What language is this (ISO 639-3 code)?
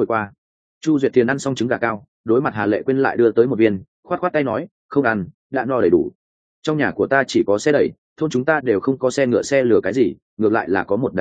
vie